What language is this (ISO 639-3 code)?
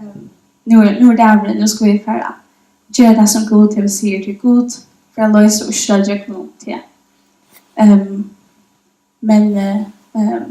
fao